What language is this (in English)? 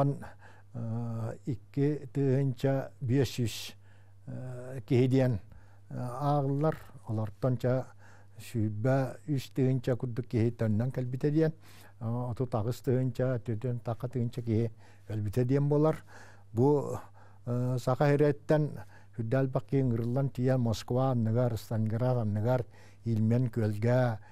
Yakut